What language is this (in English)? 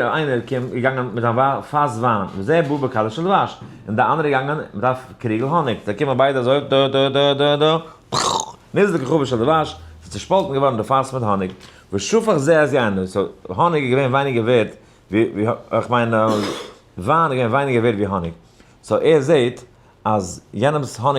Yiddish